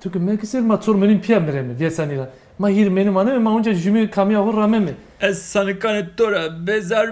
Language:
Zaza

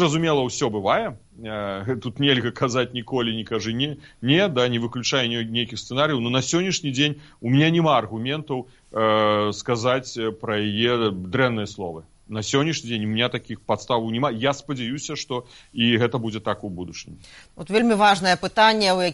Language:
Belarusian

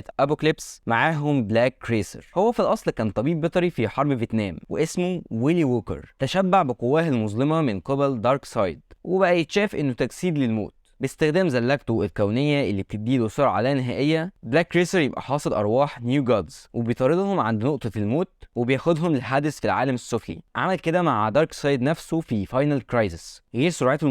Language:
Egyptian Arabic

